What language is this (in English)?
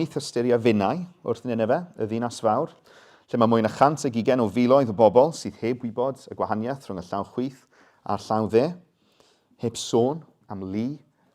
Welsh